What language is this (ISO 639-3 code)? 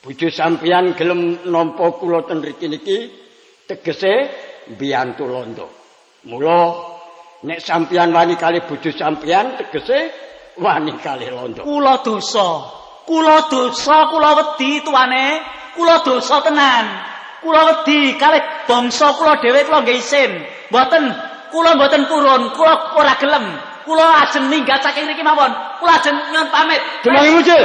jav